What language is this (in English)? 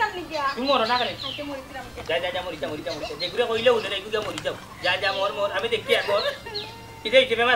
Sylheti